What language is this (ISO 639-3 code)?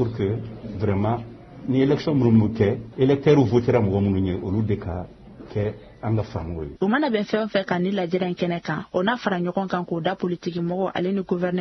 bam